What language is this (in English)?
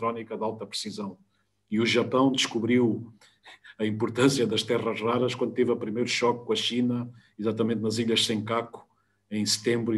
Portuguese